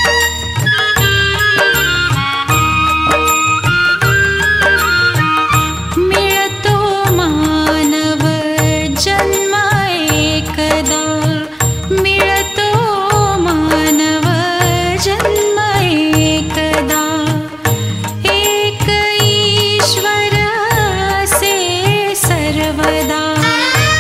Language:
Marathi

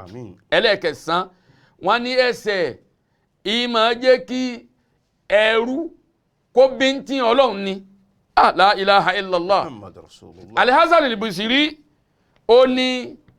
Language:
Yoruba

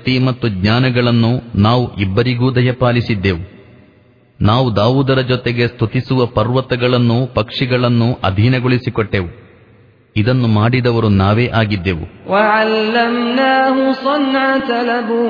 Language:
Kannada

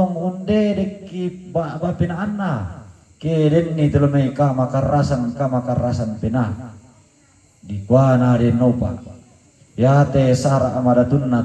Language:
Toraja-Sa'dan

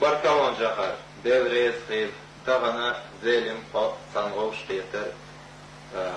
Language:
Chechen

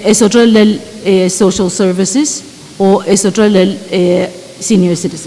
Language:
Pohnpeian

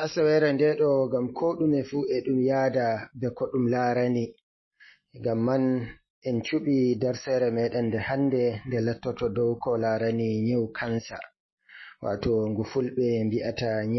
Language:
Fula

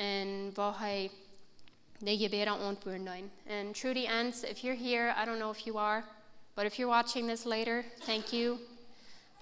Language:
Plautdietsch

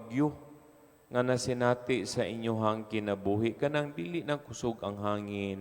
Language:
Cebuano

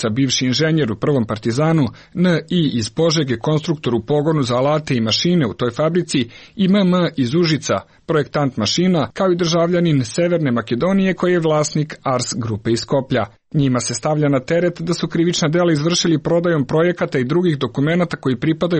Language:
Serbian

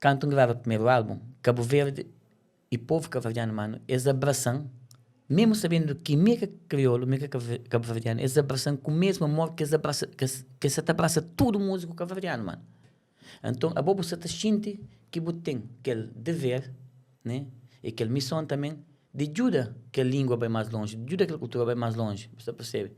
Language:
Kabuverdianu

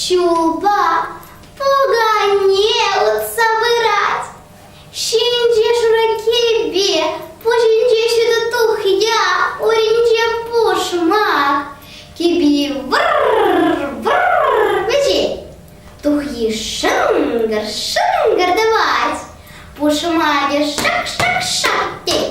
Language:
Chuvash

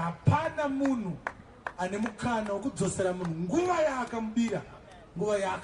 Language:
Shona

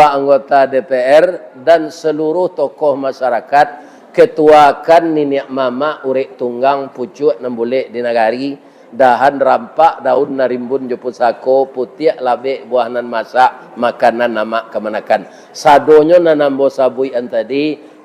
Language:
Minangkabau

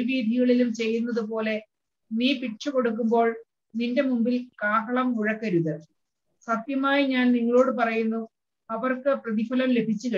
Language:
Malayalam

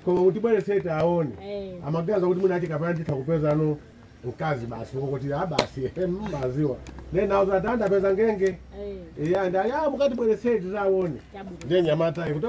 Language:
Nyanja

